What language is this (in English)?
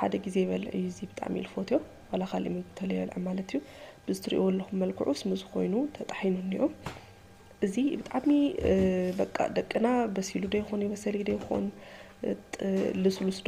Tigrinya